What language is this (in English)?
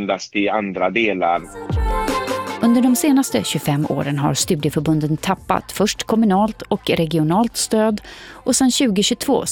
Swedish